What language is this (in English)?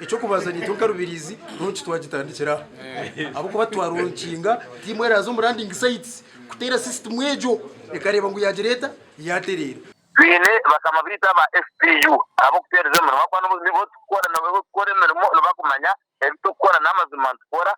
Nyankole